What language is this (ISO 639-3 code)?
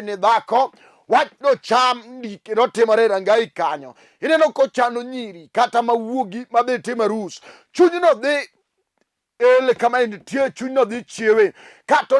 luo